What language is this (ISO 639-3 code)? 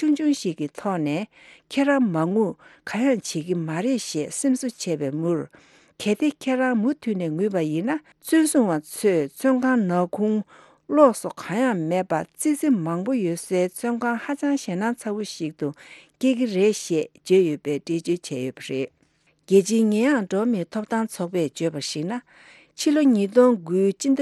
bod